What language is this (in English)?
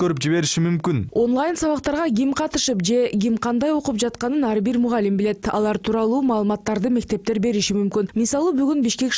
Kyrgyz